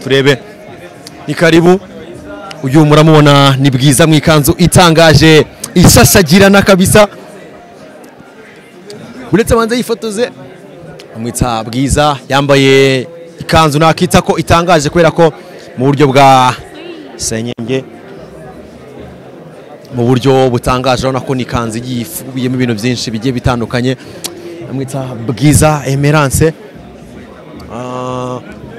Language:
Kinyarwanda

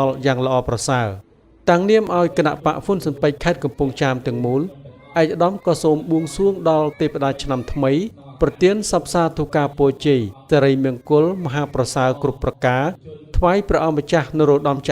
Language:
Khmer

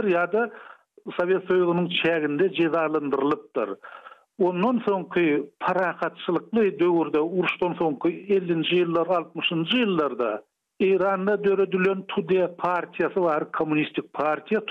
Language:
Turkmen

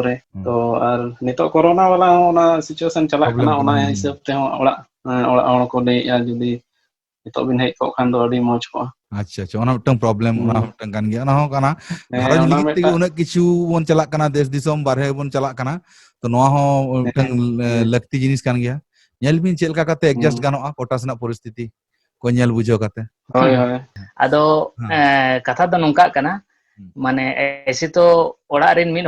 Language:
Santali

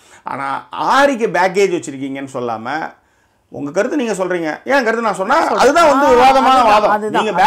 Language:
Tamil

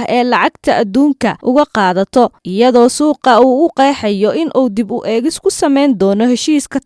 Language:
Somali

